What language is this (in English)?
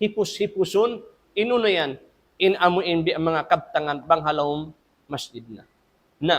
Tausug